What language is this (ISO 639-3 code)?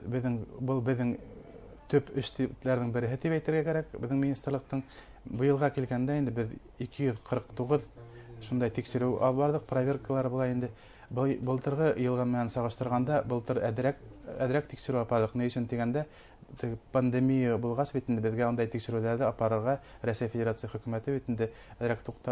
bak